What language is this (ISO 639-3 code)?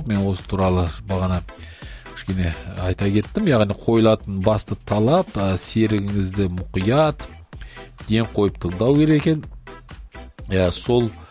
kaz